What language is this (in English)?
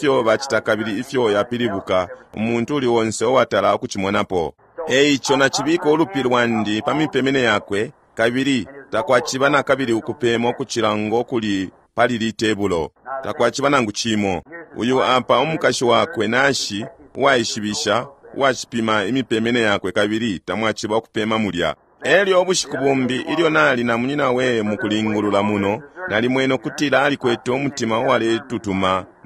Bemba